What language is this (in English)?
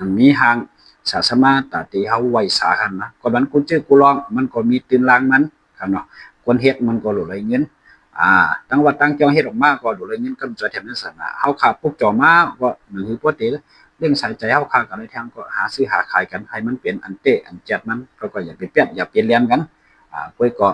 Shan